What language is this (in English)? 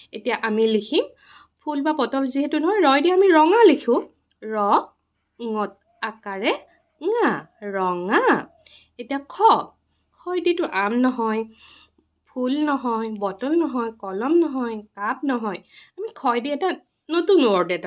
Assamese